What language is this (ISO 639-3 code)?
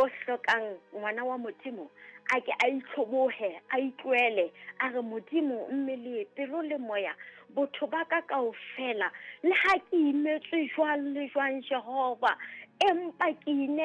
sot